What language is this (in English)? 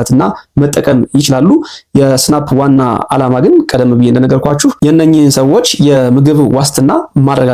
Amharic